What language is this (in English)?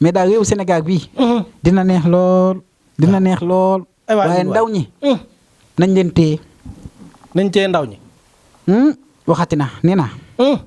Wolof